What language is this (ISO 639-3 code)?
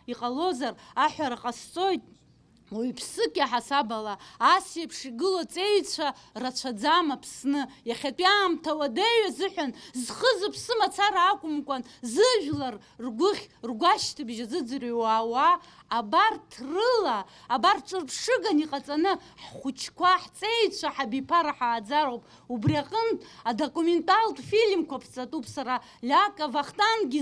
abk